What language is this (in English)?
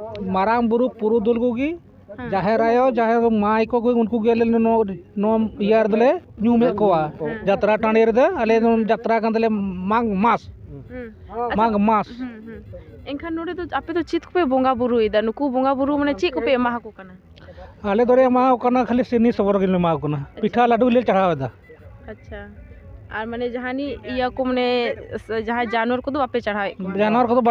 Santali